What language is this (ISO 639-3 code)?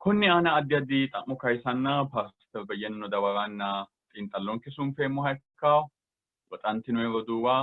sid